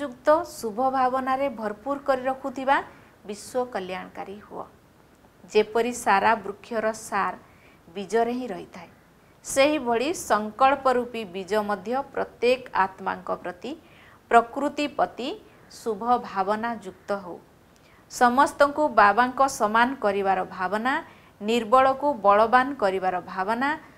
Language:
Odia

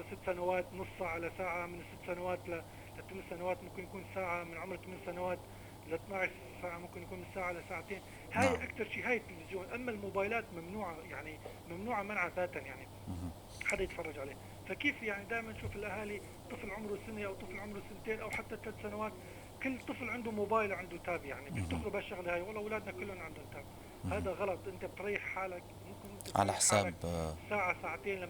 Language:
North Levantine Arabic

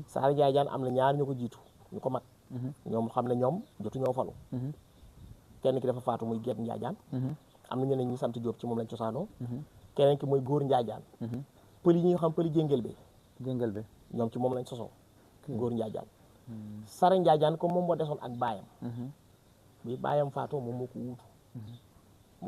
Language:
Wolof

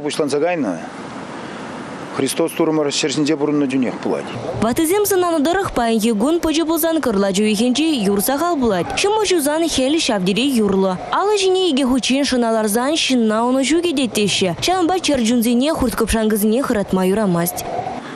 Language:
Chuvash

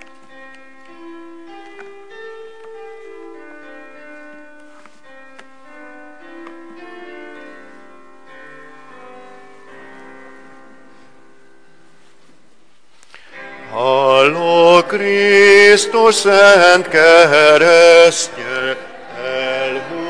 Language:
Hungarian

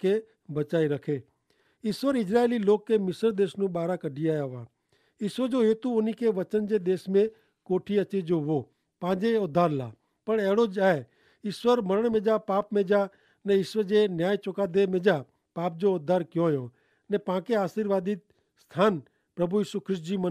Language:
Kachhi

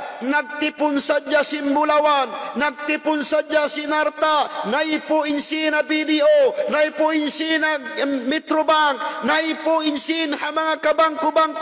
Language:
Tausug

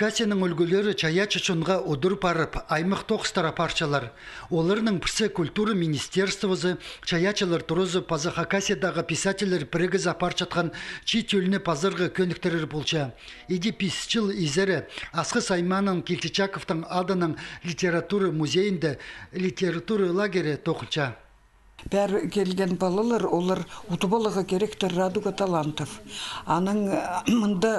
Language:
Khakas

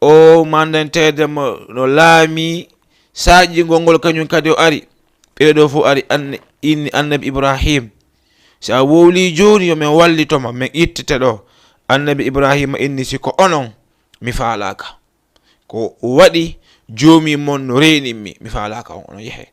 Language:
Fula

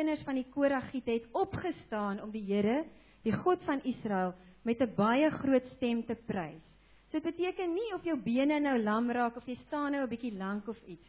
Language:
Afrikaans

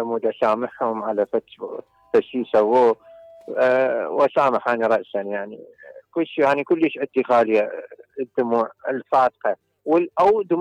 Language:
Mesopotamian Arabic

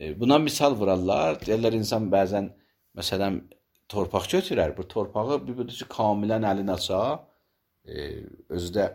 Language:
Azerbaijani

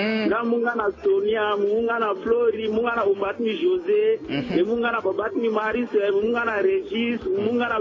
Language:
Sango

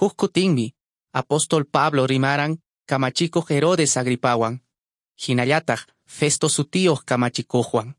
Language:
Quechua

